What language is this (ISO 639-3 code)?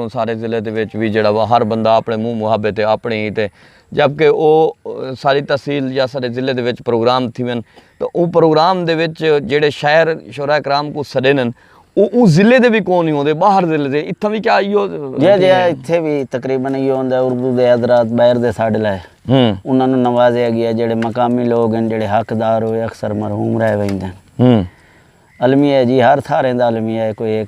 skr